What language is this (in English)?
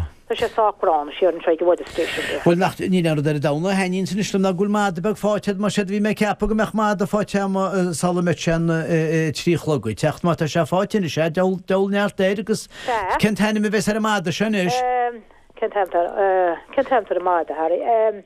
Irish